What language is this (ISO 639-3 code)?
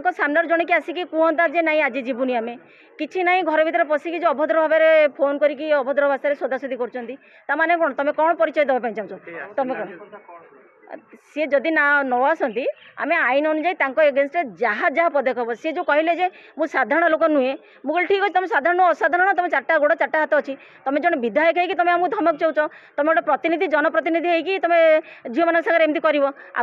ori